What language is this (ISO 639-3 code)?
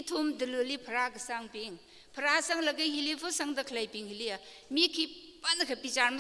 nmf